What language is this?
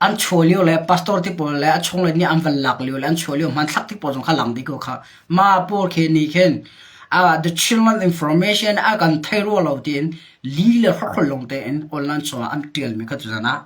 Hakha Chin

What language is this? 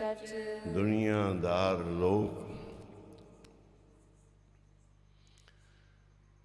Punjabi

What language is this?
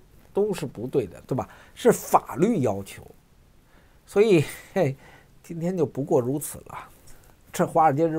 Chinese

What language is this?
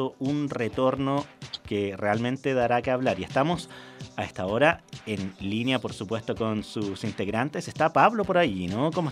Spanish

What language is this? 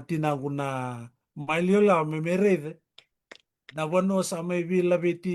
Fijian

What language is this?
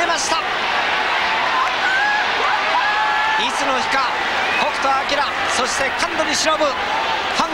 Japanese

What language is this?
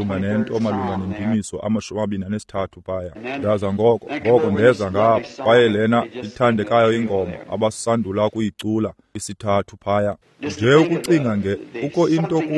Xhosa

